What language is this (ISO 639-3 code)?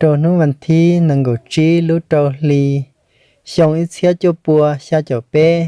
hmn